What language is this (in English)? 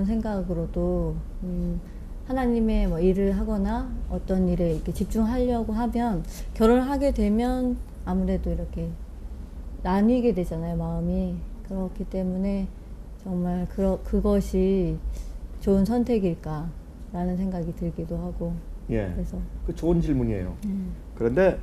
Korean